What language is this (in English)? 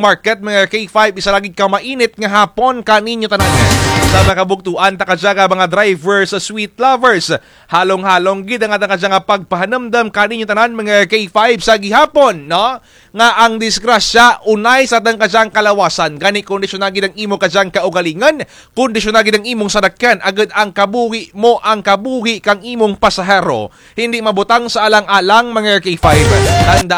Kinaray-a